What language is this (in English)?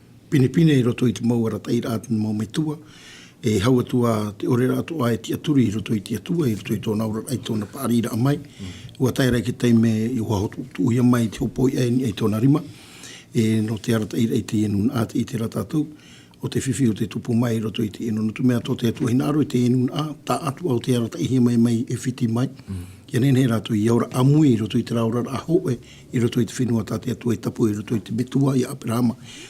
Tahitian